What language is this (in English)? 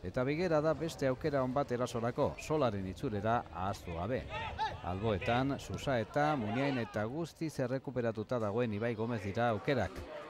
Basque